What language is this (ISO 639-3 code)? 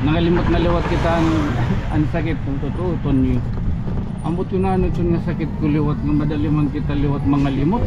war